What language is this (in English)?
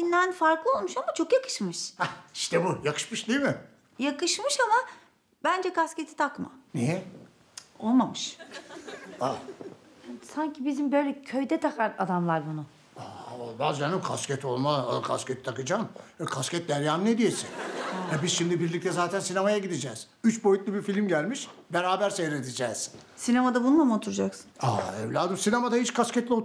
Turkish